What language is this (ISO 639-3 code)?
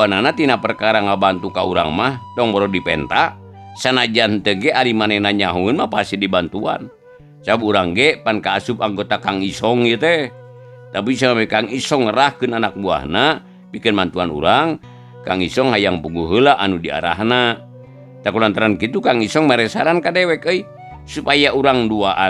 sun